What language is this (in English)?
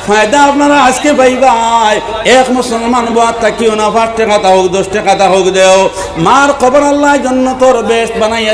Sylheti